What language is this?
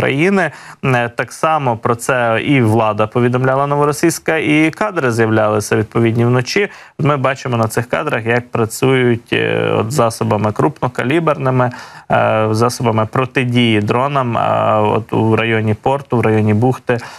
Ukrainian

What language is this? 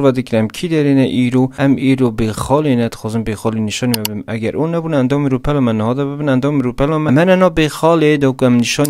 Kurdish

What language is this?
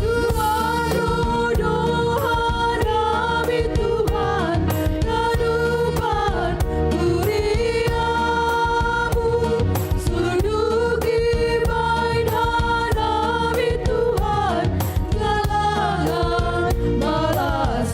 Batak Simalungun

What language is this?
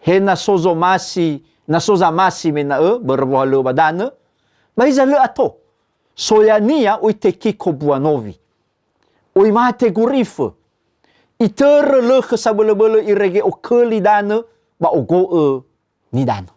Nias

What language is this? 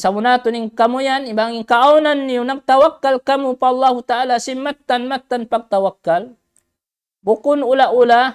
Tausug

